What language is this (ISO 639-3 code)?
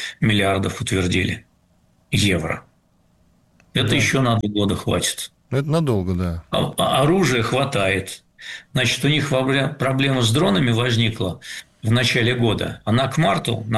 rus